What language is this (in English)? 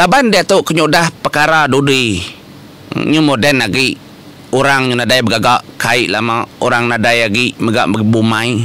Iban